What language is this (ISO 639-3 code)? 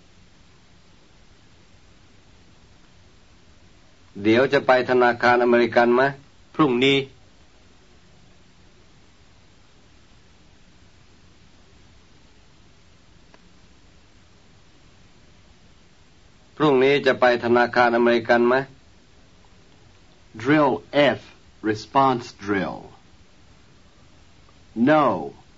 tha